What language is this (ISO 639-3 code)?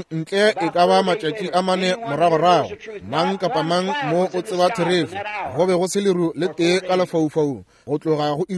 nso